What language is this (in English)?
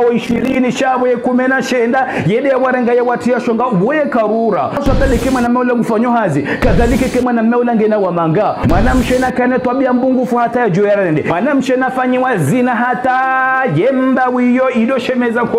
Ngazidja Comorian